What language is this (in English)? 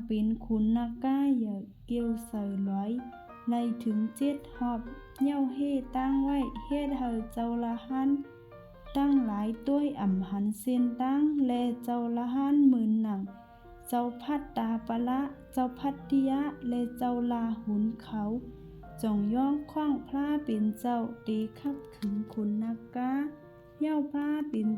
Shan